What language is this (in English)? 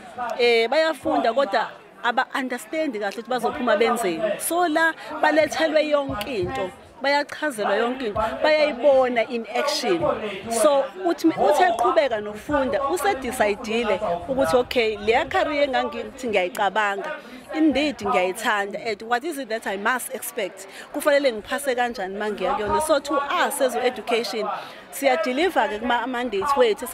Zulu